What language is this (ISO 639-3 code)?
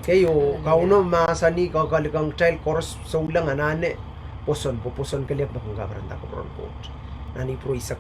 pon